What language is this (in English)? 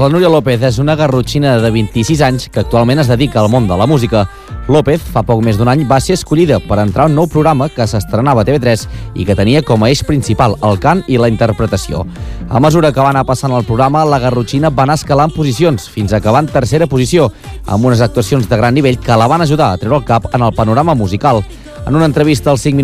Catalan